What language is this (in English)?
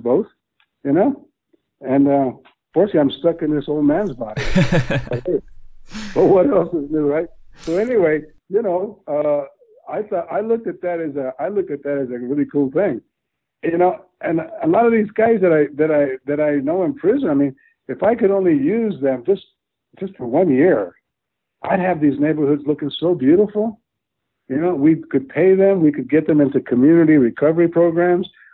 English